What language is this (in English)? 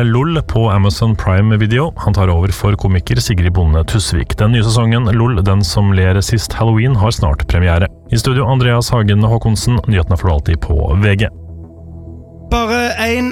Norwegian